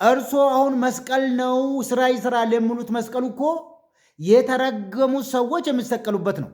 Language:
Amharic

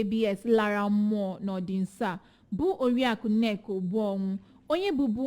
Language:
Igbo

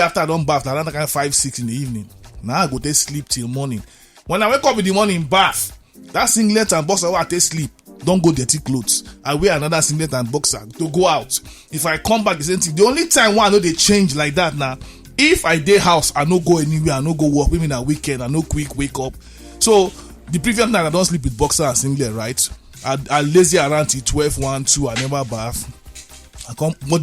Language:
Nigerian Pidgin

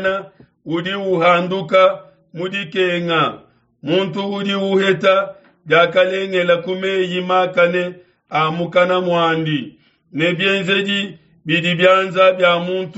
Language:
Luba-Lulua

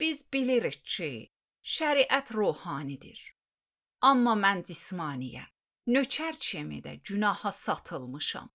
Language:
Azerbaijani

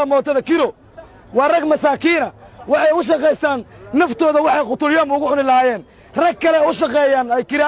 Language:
Somali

